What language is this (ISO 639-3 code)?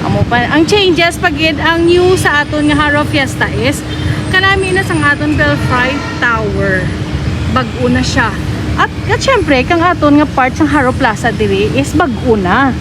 hil